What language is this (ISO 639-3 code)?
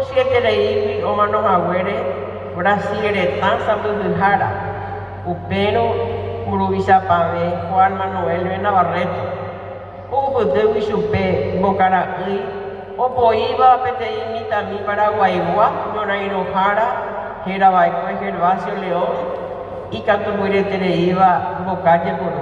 grn